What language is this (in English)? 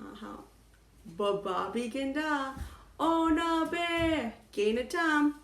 Chippewa